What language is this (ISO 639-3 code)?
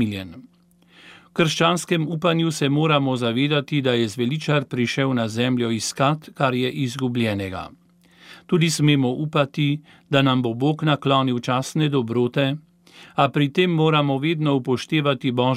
slv